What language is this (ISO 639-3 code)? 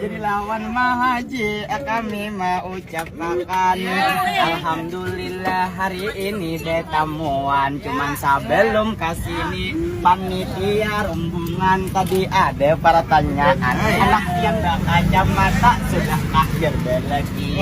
bjn